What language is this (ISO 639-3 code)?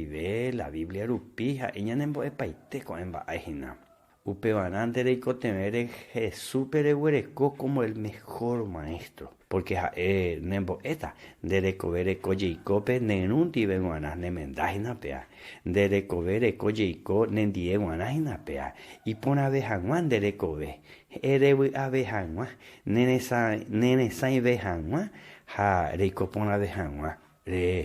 grn